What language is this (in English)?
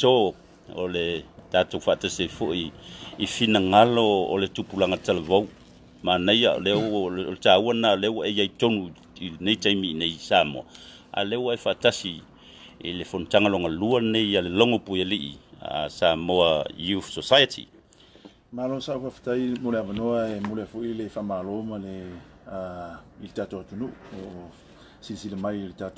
Samoan